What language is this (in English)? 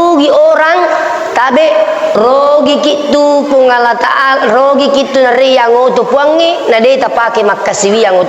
Buginese